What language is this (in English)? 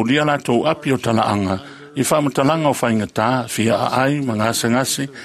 Samoan